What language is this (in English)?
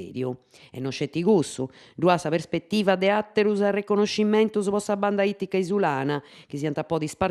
Sardinian